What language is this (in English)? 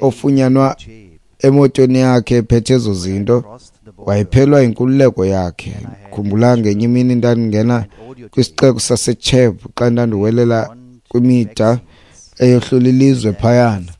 Xhosa